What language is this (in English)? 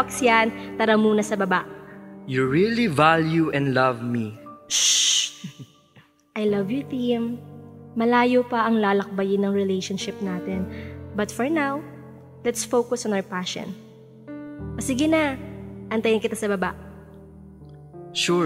Filipino